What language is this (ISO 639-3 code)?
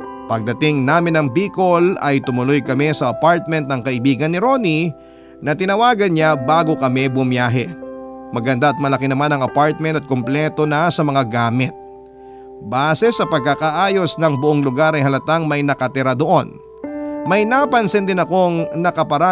fil